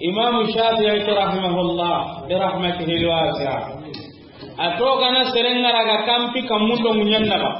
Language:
Soninke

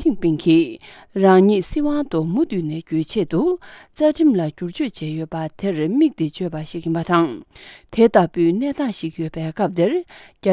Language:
Tibetan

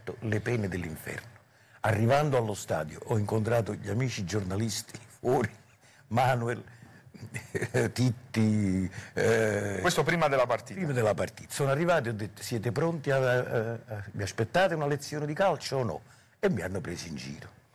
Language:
Italian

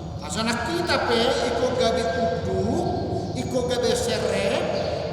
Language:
Batak Toba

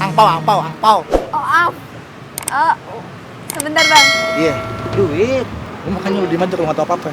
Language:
Betawi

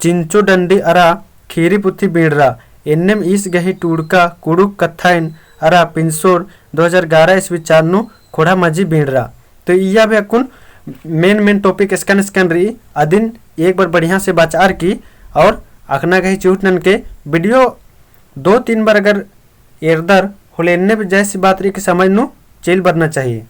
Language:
Kurukh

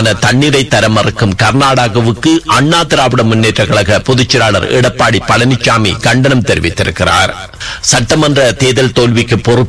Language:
Tamil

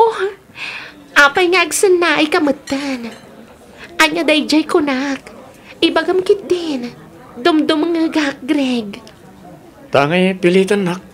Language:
Iloko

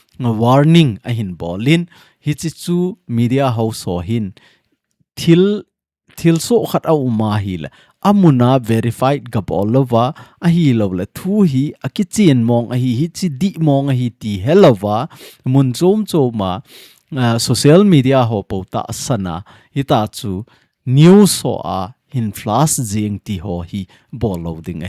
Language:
Thado Chin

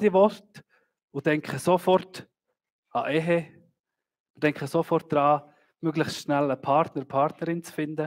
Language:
Swiss German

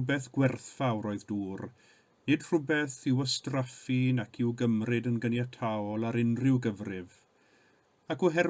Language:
Welsh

